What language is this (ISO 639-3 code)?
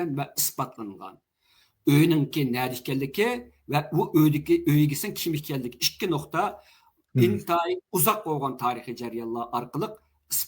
uig